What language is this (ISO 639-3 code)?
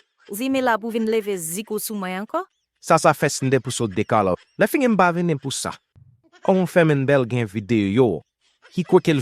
hat